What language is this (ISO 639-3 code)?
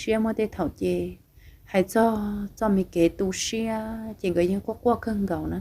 hmn